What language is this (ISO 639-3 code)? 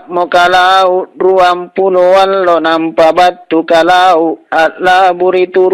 mak